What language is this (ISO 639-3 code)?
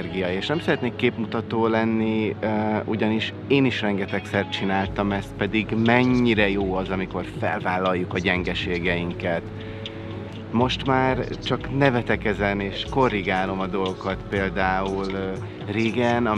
hun